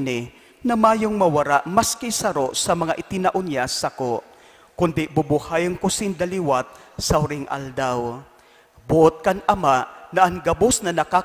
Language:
Bikol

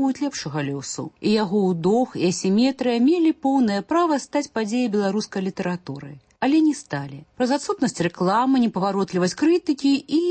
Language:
Belarusian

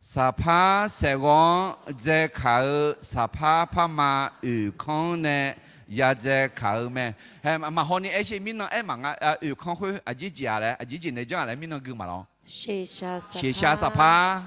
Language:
Akha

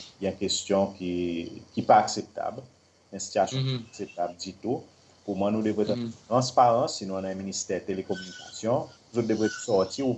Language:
Seselwa Creole French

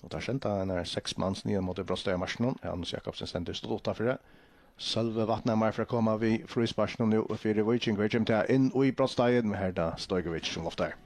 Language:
Faroese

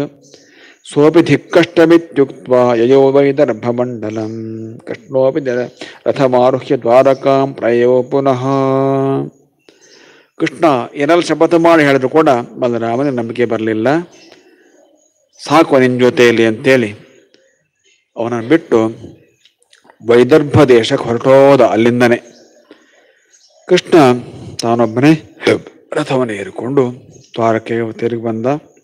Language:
Kannada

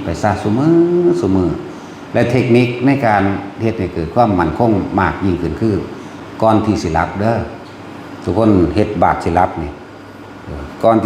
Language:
Northeastern Thai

